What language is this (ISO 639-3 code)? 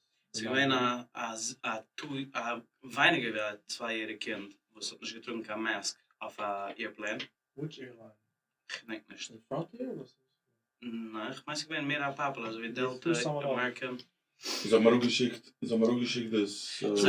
yid